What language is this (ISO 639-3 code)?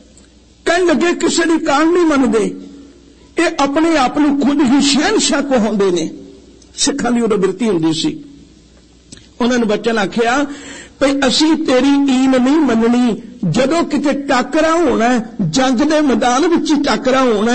pan